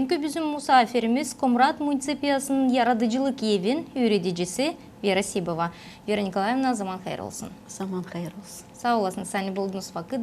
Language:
Gagauz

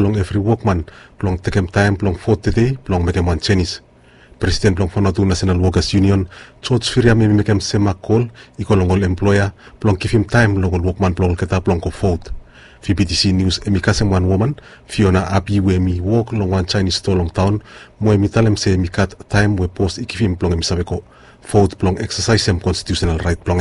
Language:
Bislama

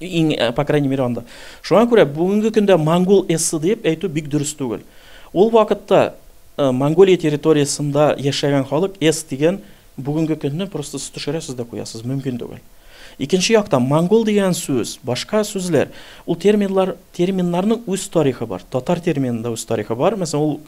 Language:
Tatar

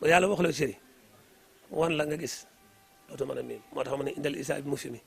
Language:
Wolof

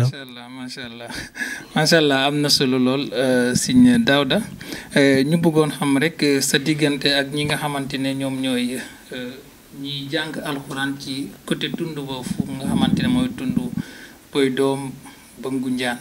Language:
Wolof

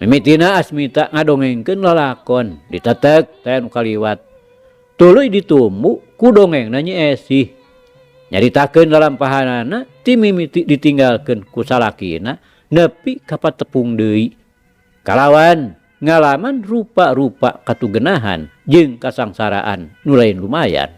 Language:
Sundanese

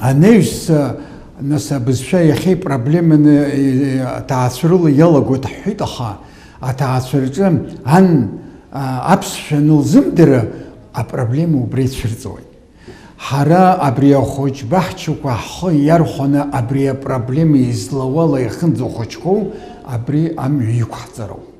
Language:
Abkhazian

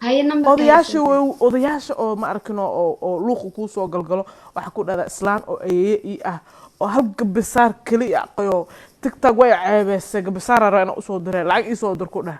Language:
Somali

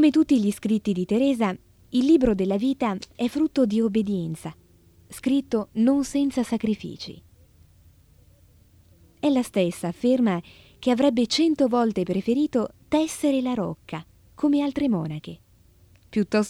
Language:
Italian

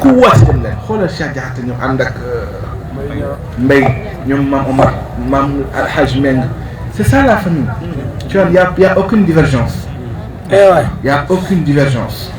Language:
Wolof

